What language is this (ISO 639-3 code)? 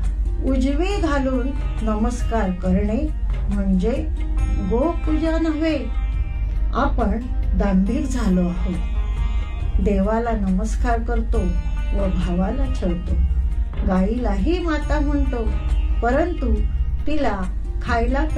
mar